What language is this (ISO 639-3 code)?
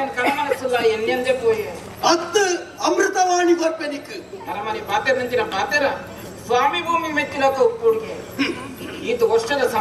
tcy